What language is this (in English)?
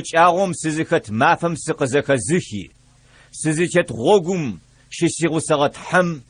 Adyghe